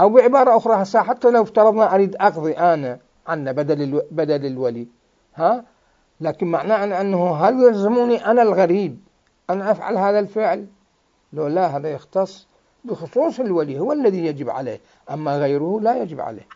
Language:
Mesopotamian Arabic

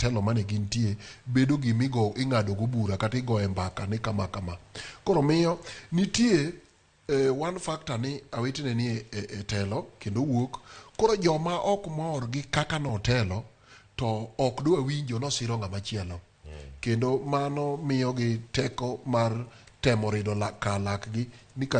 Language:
Luo (Kenya and Tanzania)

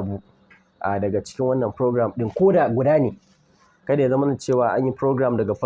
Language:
Hausa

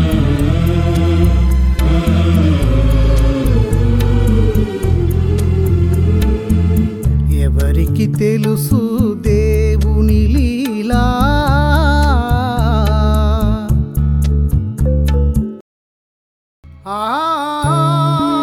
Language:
Telugu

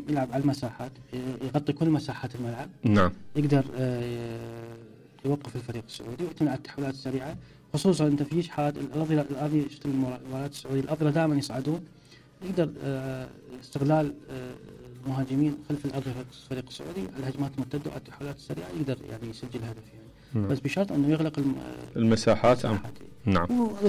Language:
Mesopotamian Arabic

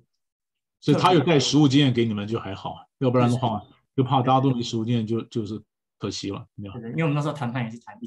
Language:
Chinese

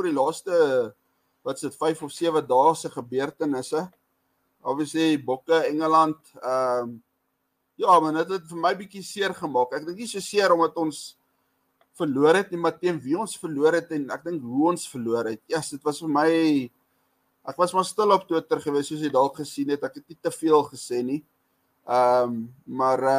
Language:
Afrikaans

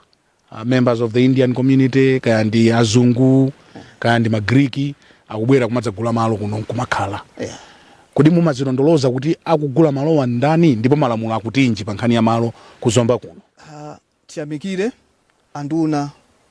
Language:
Nyanja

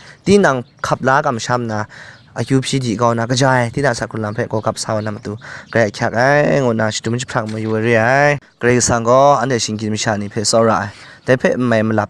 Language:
Kachin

